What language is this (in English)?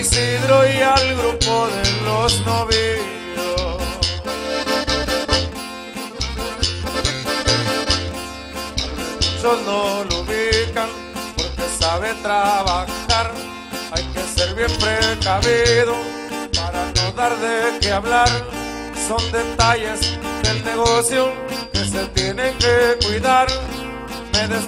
Spanish